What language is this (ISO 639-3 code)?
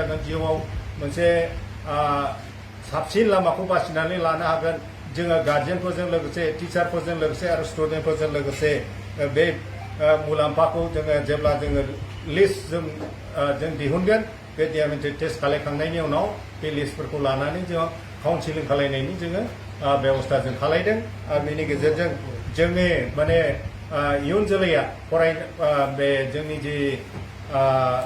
brx